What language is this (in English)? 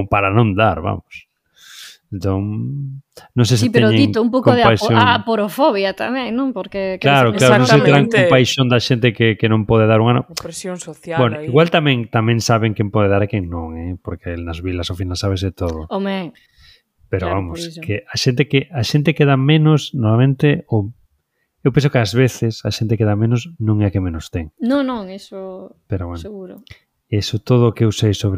Galician